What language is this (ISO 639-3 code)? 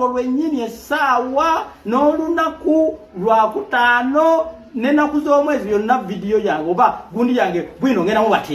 lug